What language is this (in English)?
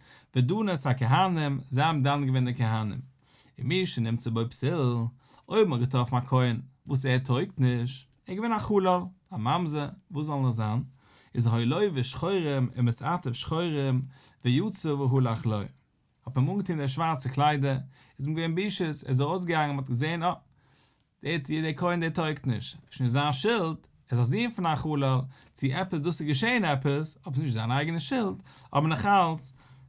Yiddish